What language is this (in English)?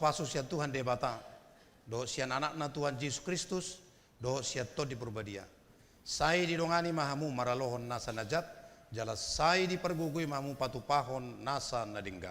Batak Toba